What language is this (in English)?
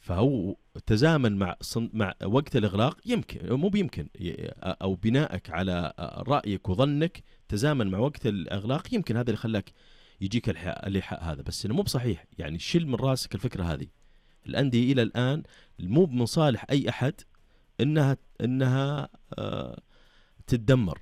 Najdi Arabic